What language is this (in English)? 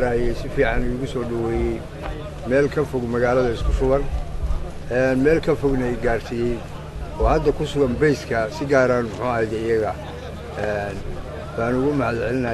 Somali